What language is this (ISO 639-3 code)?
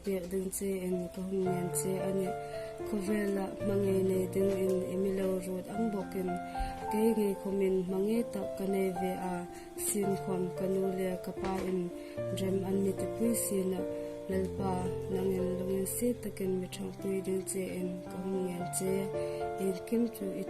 hmr